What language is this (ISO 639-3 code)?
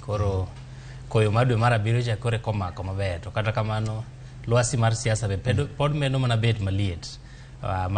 luo